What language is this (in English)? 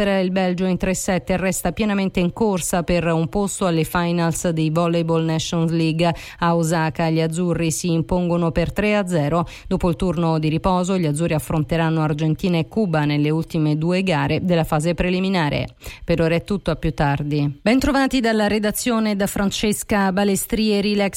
Italian